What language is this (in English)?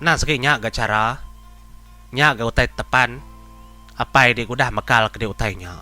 Iban